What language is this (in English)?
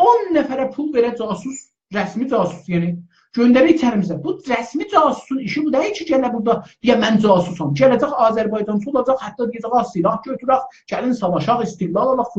South Azerbaijani